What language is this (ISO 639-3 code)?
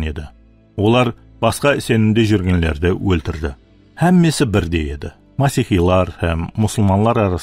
kaa